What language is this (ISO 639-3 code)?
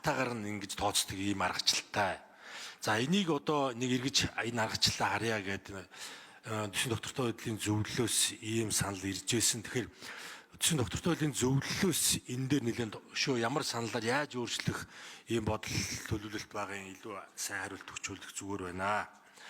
mon